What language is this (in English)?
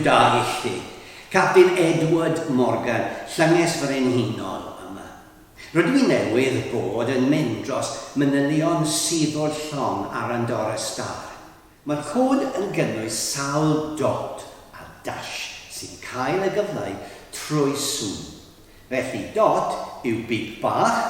Welsh